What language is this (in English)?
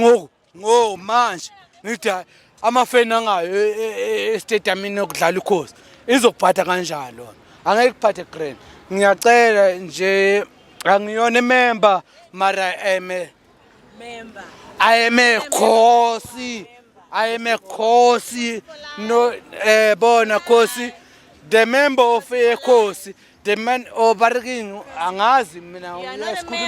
Zulu